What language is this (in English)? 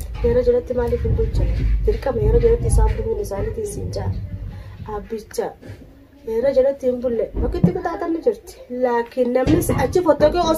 Oromo